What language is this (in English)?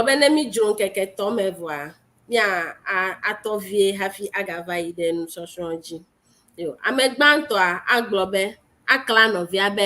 Ewe